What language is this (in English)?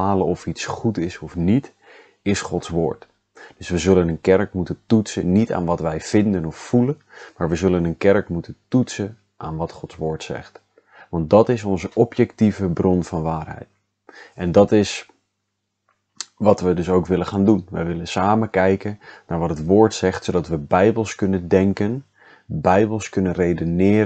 Dutch